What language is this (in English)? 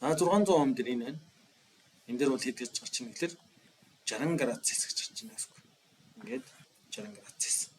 Mongolian